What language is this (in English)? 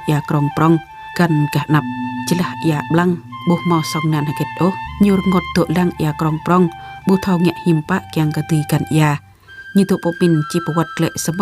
Jarai